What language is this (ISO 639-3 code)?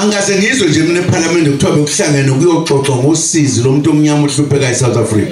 zul